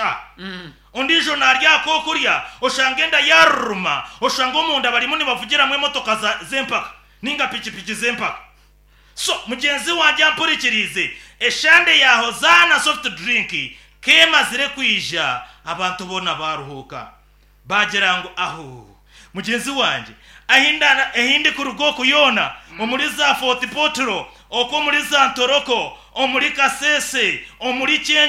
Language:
Nyankole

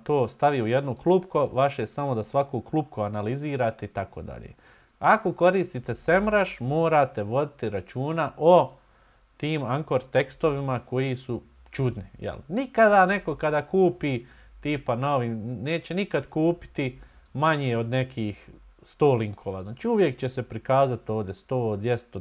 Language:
Bosnian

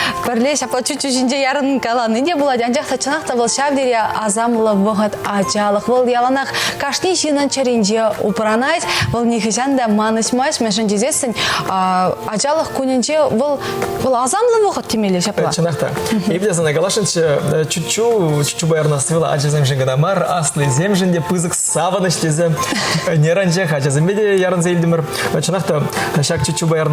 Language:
Chuvash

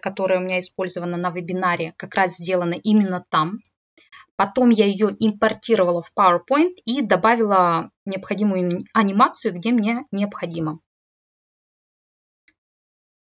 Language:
Russian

